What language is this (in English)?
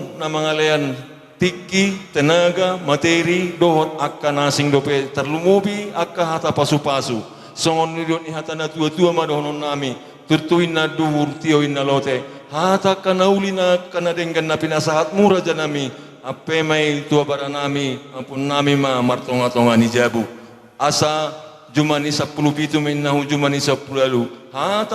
Batak Toba